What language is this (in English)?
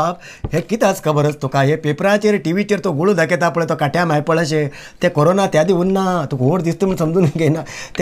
Konkani